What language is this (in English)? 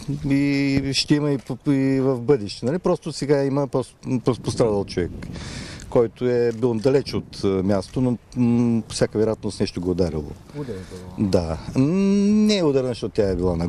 Bulgarian